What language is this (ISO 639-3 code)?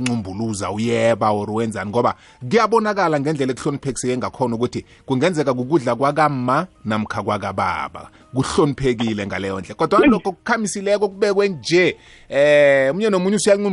nbl